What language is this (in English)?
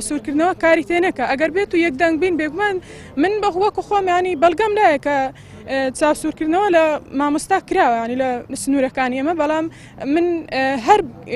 Central Kurdish